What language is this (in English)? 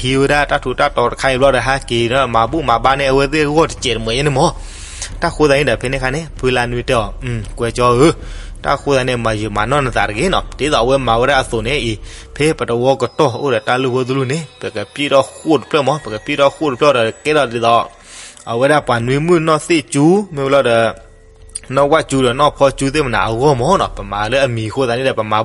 S'gaw Karen